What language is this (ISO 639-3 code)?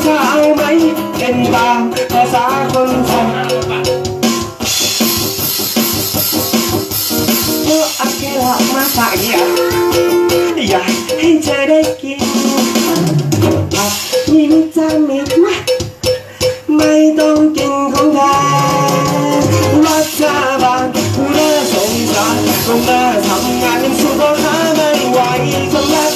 tha